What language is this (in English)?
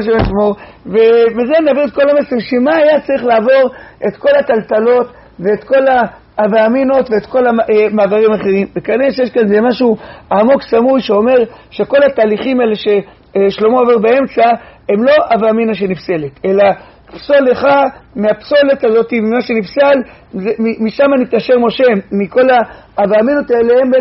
Hebrew